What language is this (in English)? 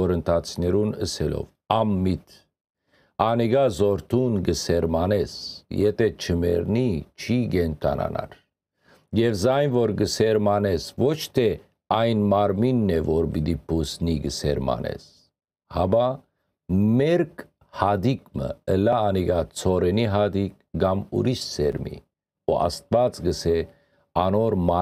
Western Armenian